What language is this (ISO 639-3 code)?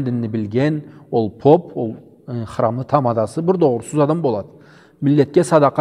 krc